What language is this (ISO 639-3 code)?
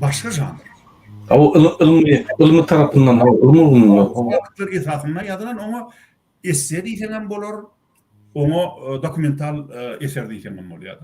tuk